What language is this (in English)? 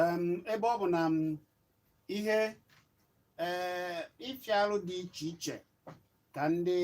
Igbo